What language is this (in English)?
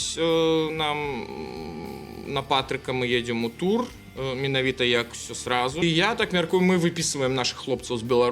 Belarusian